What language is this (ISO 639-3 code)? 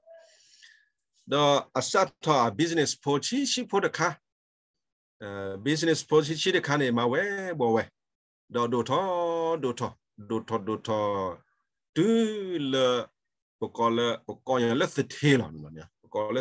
ksw